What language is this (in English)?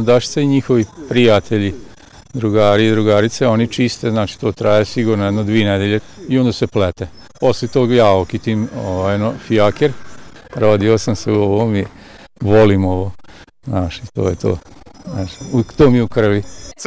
Serbian